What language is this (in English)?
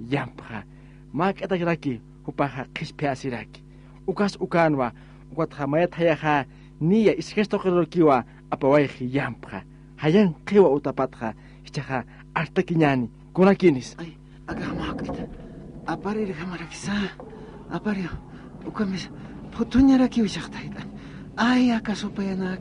Aymara